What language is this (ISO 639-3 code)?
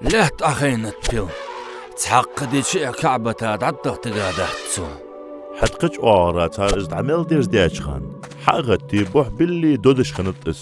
inh